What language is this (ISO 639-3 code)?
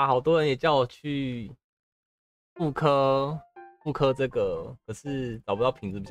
zho